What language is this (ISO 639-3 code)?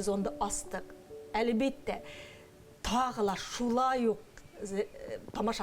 bak